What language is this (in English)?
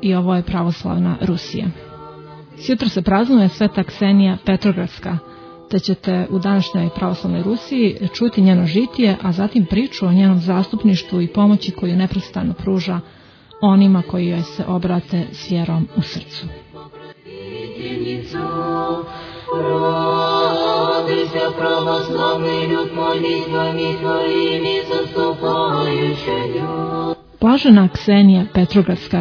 Serbian